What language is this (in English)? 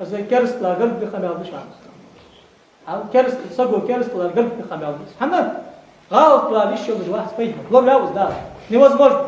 Ingush